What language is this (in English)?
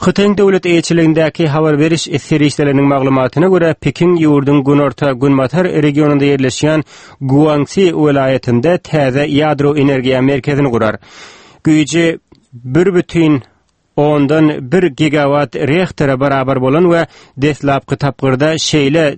Turkmen